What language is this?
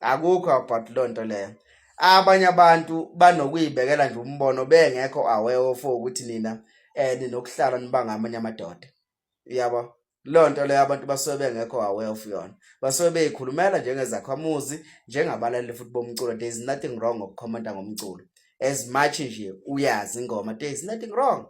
Zulu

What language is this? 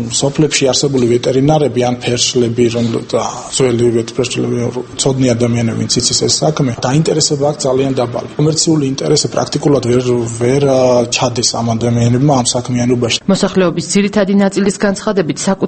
Georgian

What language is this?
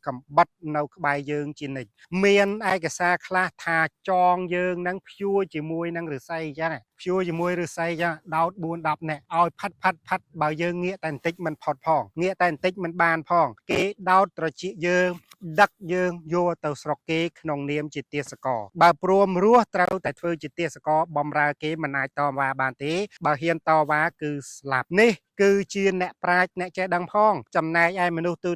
Khmer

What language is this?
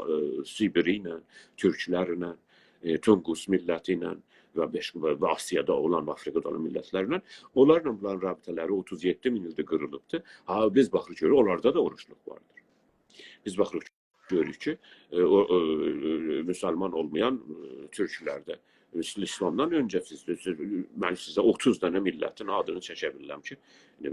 South Azerbaijani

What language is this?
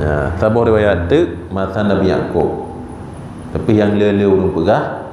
Achinese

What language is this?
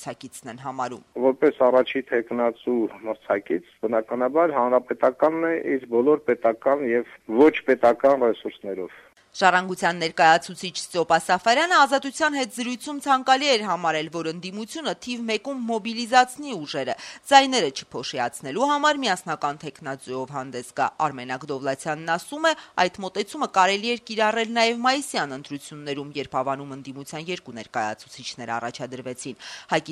Armenian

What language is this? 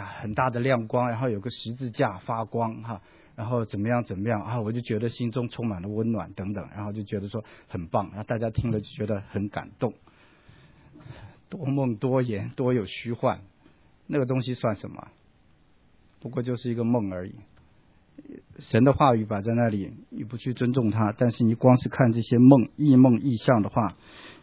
Chinese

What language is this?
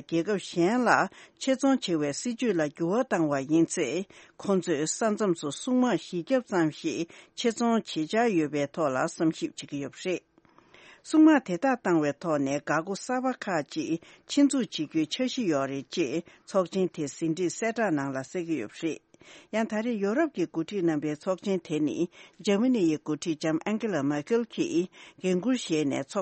Tibetan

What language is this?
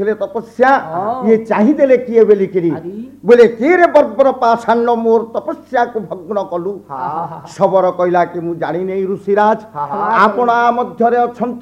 Odia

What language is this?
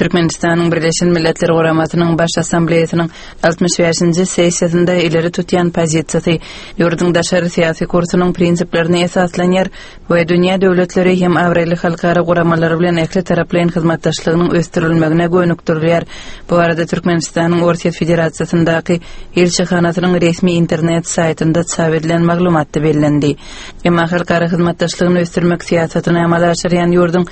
Turkmen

